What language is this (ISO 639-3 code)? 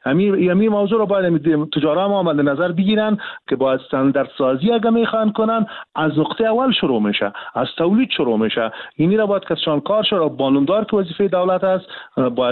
fas